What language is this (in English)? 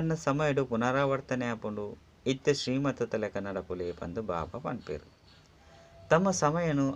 Tulu